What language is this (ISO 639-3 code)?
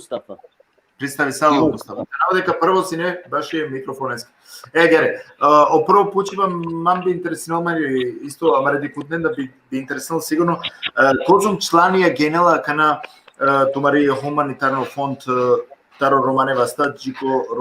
rmn